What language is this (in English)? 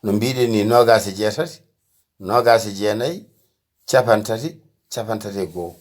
Fula